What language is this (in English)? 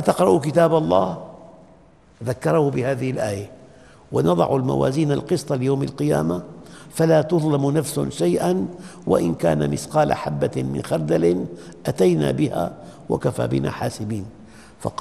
Arabic